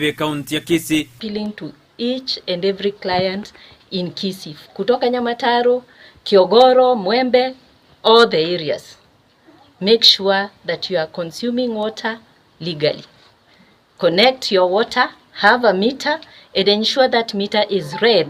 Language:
Gusii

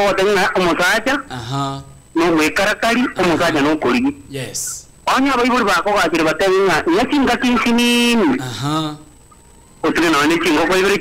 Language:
Gusii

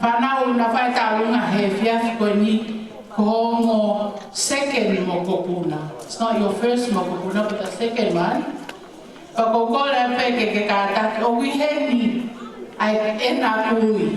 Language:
Tongan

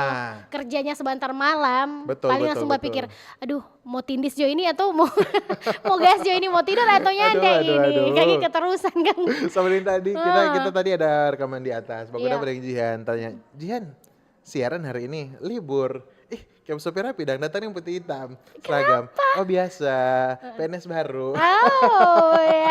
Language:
Manado Malay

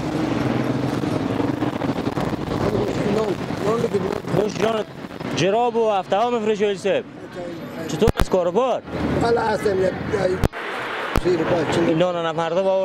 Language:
Persian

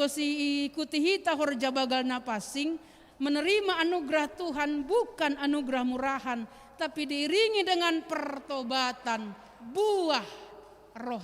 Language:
Batak Simalungun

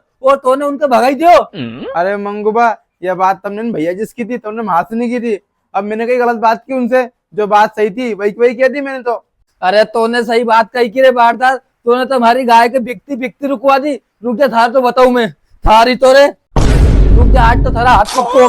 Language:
Rajasthani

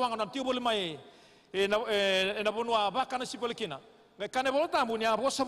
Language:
Fijian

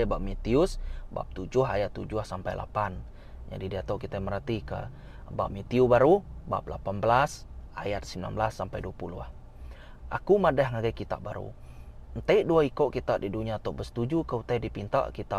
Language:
Iban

